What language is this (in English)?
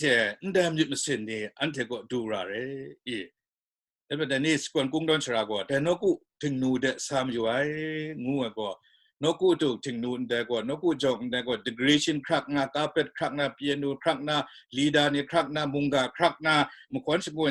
Kachin